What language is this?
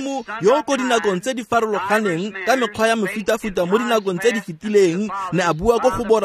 Tswana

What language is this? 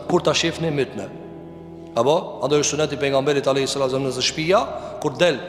Albanian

